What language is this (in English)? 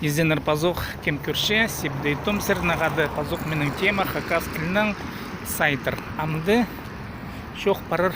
Khakas